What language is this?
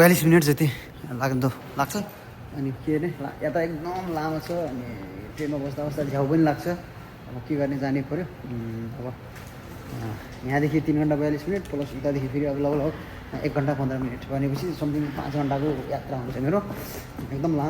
Nepali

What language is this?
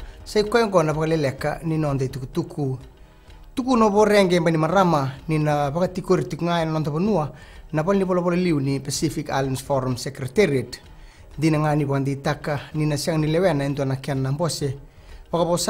Fijian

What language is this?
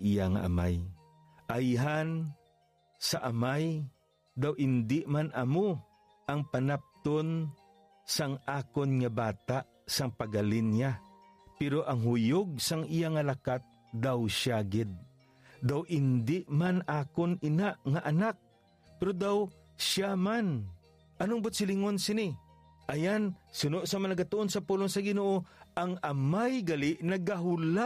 Hiligaynon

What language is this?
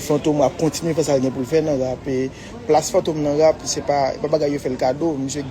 Haitian Creole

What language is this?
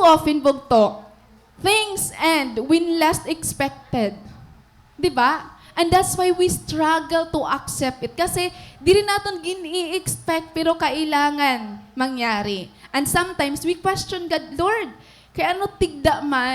Waray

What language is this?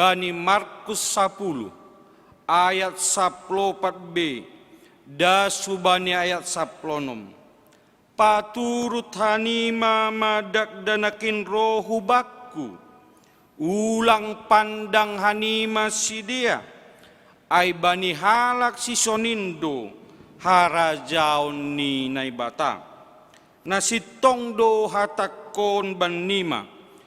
Batak Simalungun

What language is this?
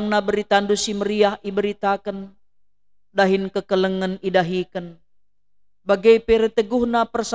Batak Karo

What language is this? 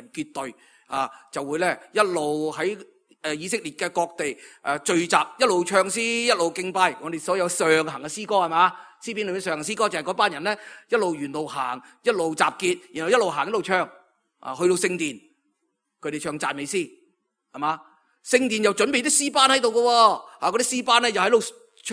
Cantonese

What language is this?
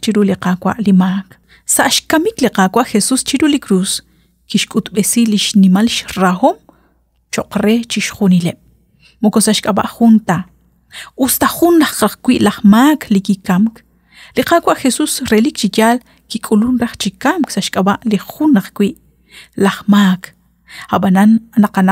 Kekchí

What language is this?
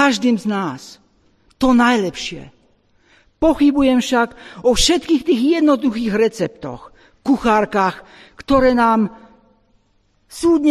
Slovak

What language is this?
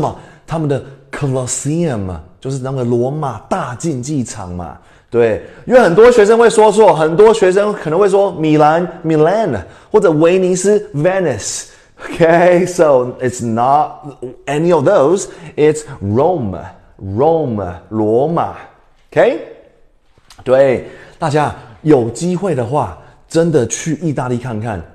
Chinese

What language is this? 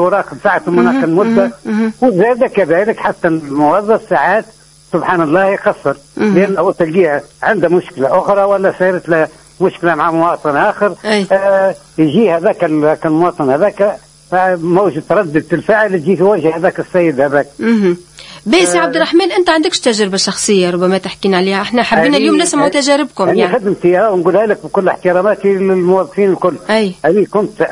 Tunisian Arabic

